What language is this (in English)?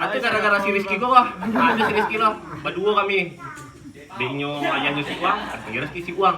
Minangkabau